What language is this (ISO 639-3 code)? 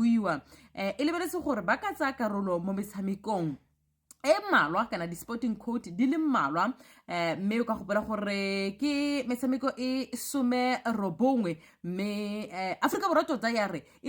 tsn